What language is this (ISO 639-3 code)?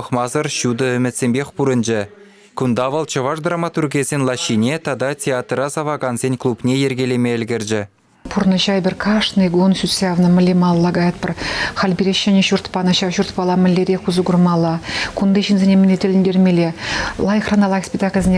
chv